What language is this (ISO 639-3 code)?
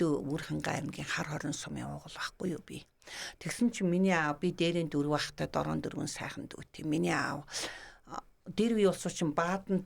mon